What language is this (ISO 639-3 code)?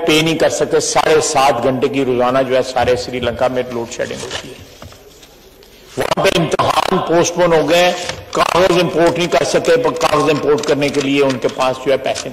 urd